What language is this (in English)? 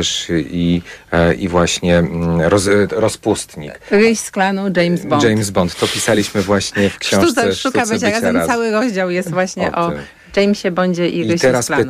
Polish